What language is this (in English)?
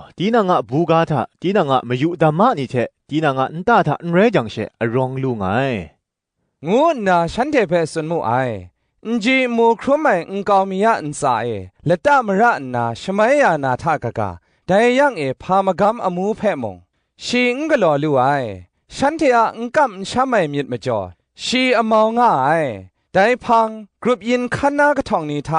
Kachin